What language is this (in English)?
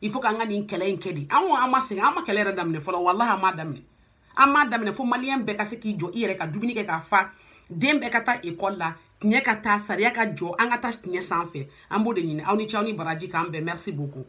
Bambara